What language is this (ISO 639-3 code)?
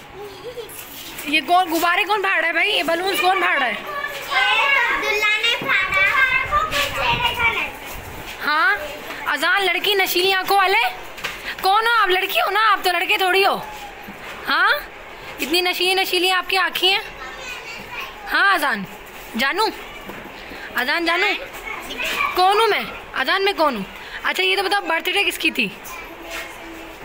hin